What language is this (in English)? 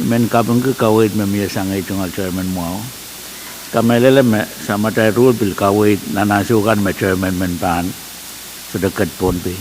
Pohnpeian